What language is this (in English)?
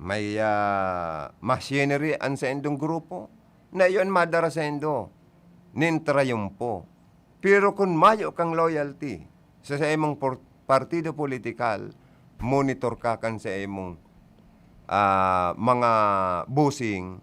Bikol